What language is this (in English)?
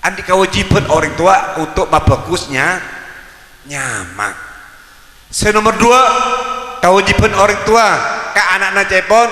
Madurese